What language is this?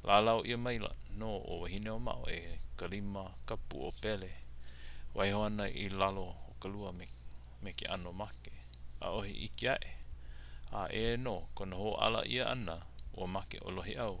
Hawaiian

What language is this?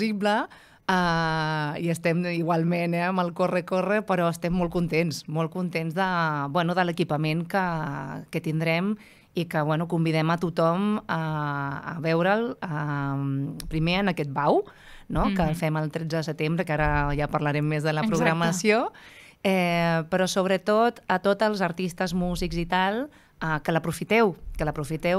Catalan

